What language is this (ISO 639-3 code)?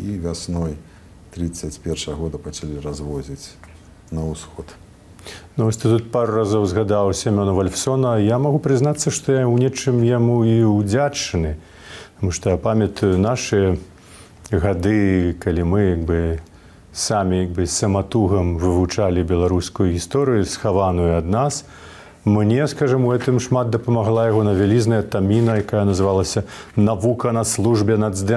bel